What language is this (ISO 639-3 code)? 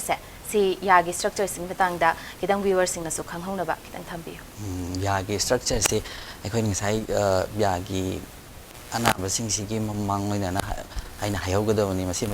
mni